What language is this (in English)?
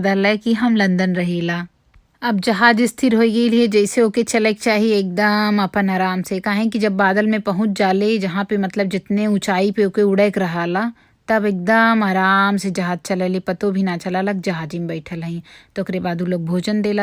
Bhojpuri